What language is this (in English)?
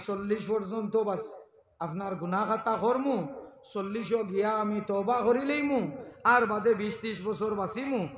Sylheti